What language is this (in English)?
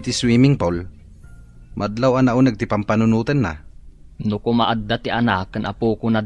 Iloko